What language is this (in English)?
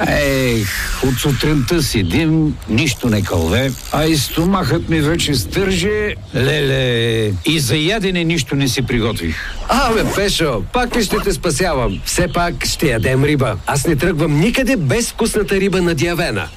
Bulgarian